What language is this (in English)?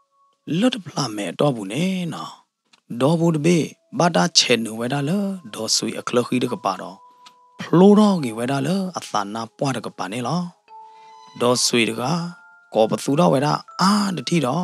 S'gaw Karen